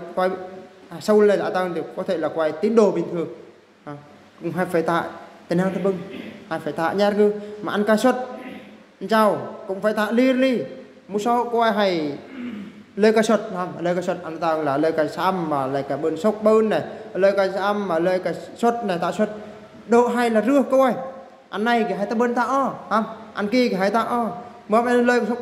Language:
Eastern Bru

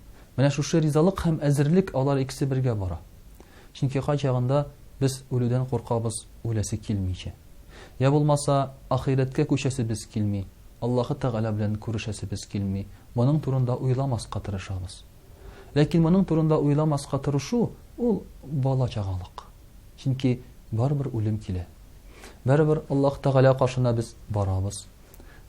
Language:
Tatar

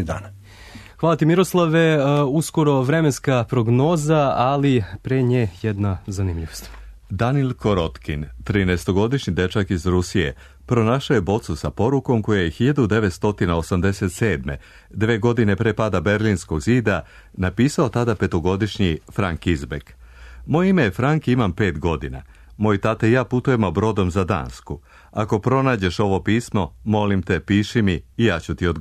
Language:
Serbian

